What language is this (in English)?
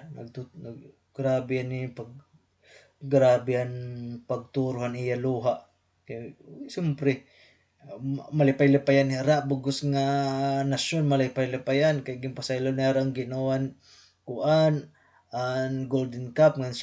Waray